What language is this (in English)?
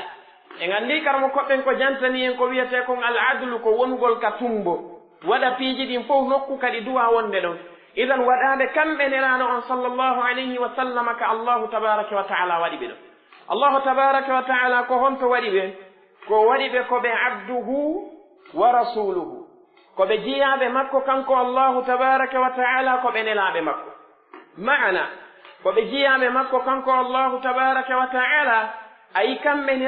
Pular